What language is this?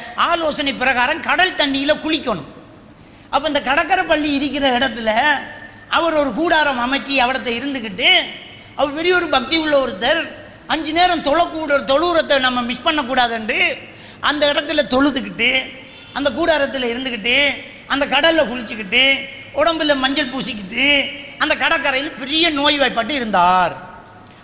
Tamil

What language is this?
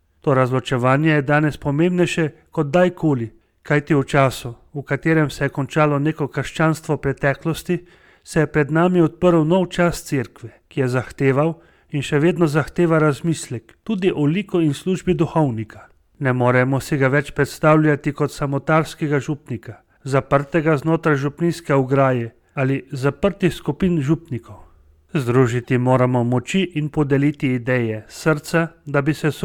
Slovenian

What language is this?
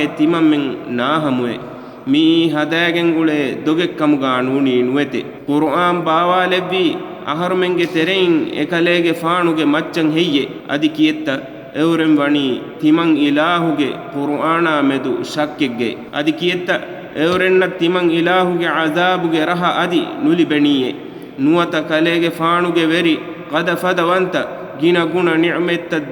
Divehi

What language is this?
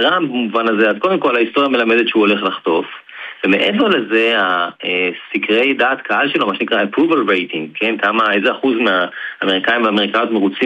Hebrew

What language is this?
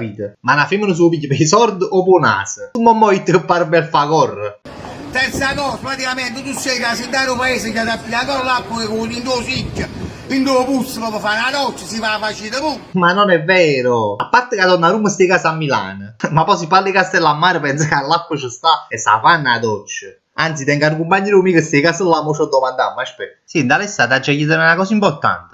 Neapolitan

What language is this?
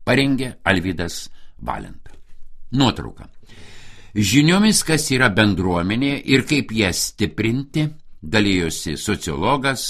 Lithuanian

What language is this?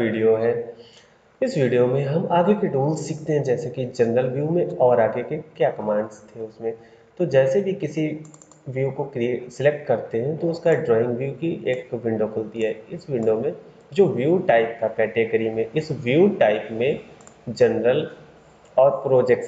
Hindi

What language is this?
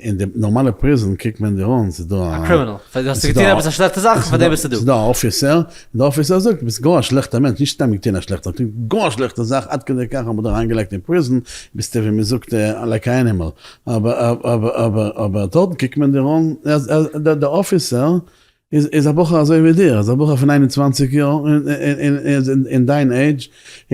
Yiddish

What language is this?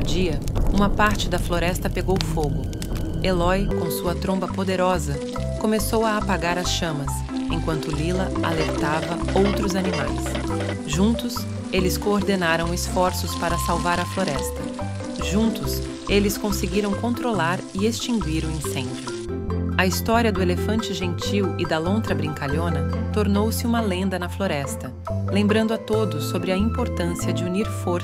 Portuguese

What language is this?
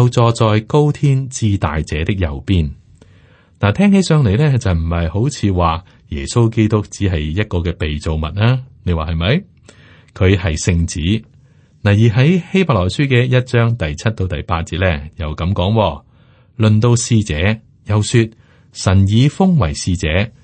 Cantonese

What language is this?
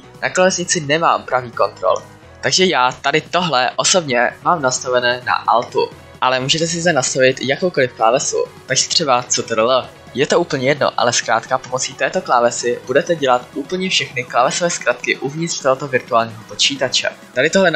Czech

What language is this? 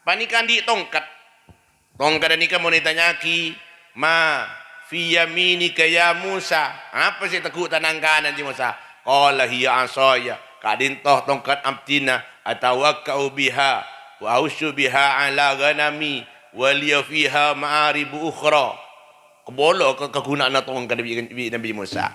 Madurese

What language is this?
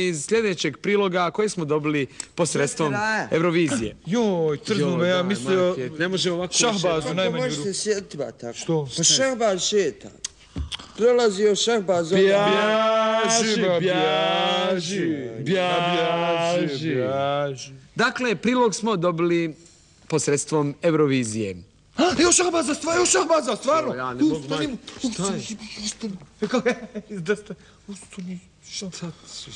Bosnian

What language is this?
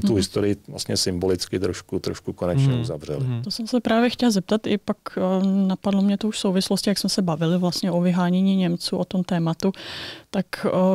Czech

